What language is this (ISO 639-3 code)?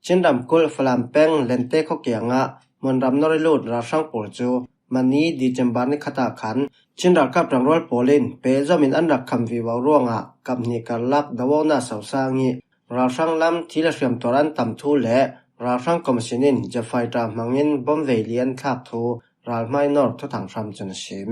cfm